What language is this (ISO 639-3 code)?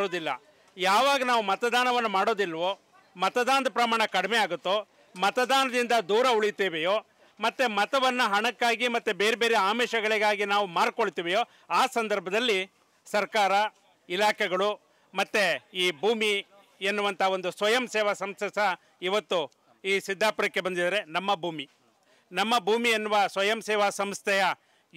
kan